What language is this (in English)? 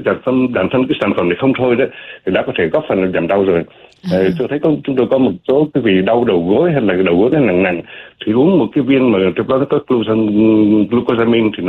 Vietnamese